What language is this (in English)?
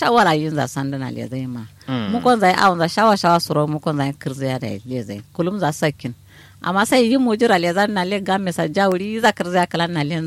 Kanuri